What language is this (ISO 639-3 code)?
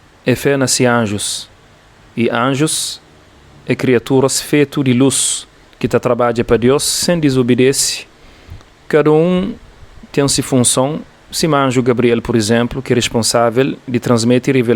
kea